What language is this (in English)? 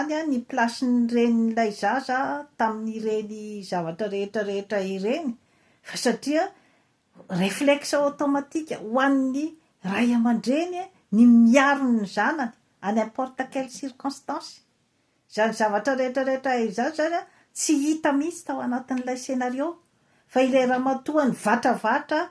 Malagasy